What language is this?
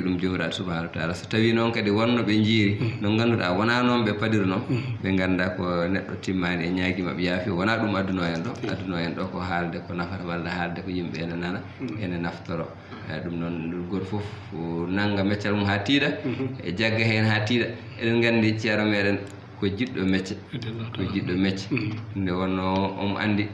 Fula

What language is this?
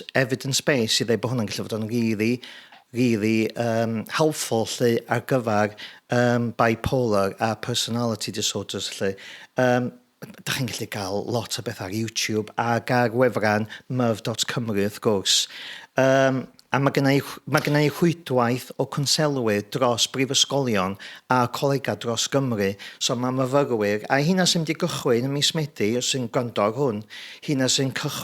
Welsh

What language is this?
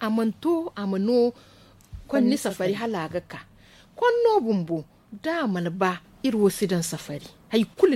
Zarma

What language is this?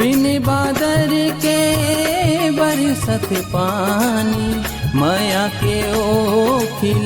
Chhattisgarhi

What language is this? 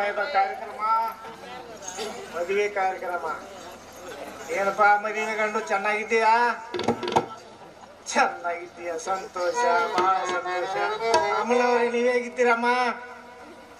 Kannada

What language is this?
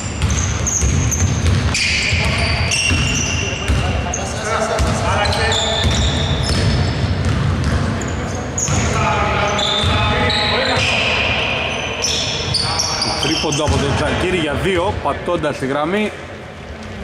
Greek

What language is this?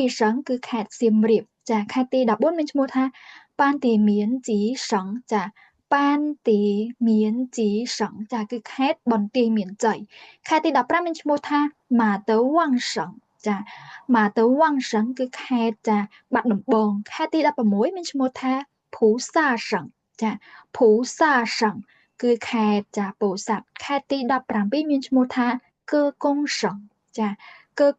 Khmer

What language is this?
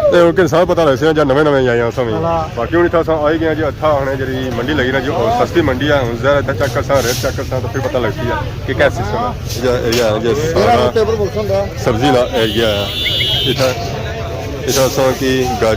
Pahari-Potwari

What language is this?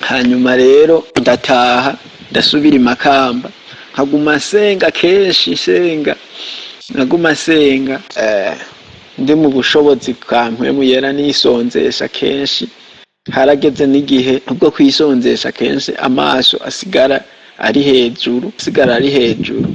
Rundi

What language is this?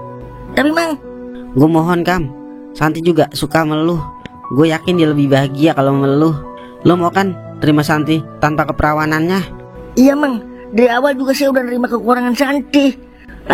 Betawi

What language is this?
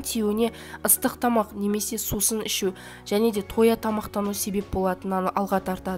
Kazakh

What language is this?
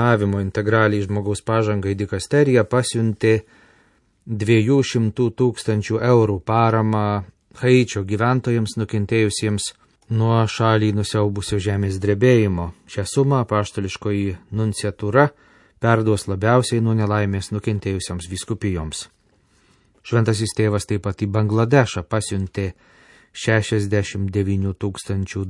Lithuanian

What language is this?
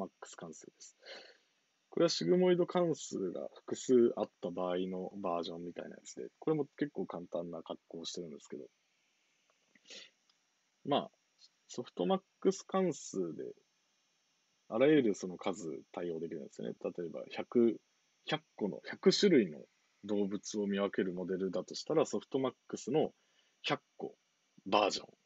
Japanese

